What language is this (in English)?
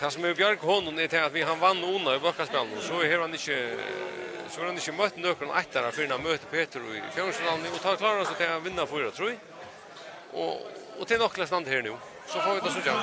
Faroese